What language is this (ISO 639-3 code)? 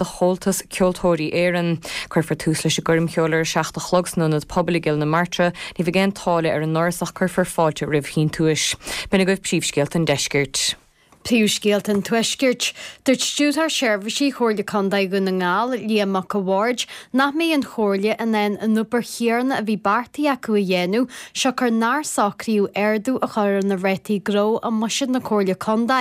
gle